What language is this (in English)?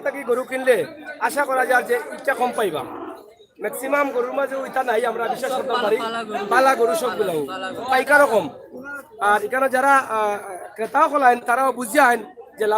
Sylheti